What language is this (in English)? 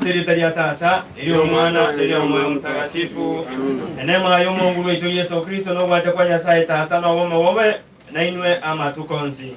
Gusii